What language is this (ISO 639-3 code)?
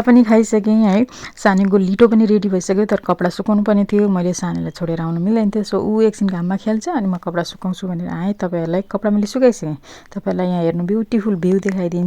nep